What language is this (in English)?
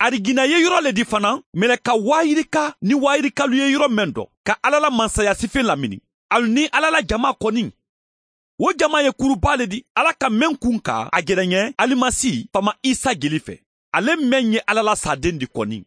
Mandingo